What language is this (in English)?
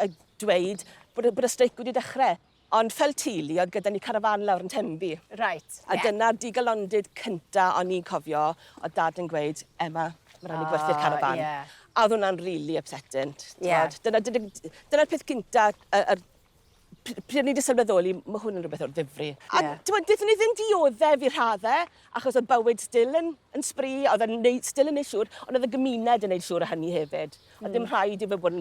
Welsh